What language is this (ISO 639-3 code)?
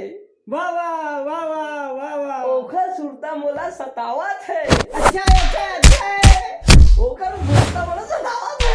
hne